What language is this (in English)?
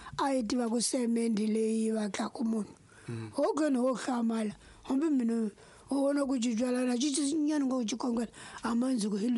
Tsonga